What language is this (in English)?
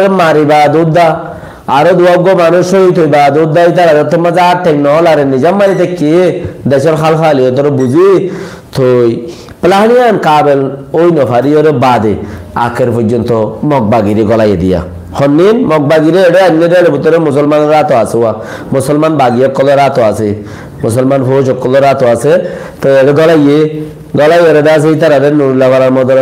Rohingya